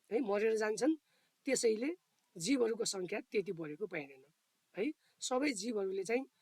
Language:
Nepali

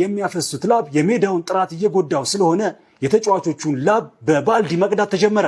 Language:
Amharic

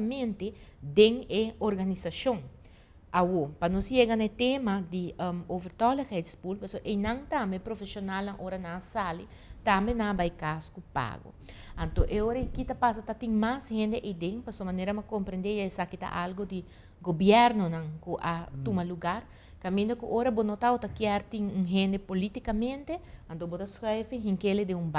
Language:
Papiamento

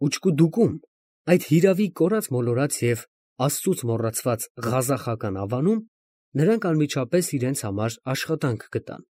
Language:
Armenian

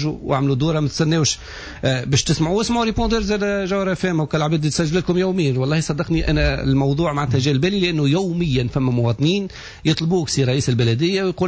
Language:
Tunisian Arabic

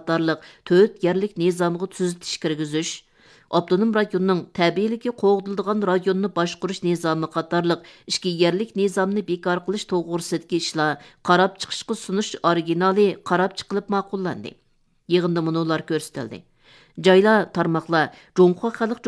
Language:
Uyghur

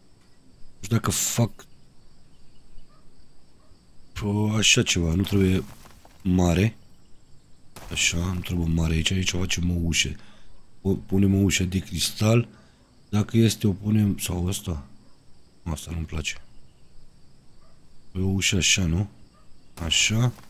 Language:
Romanian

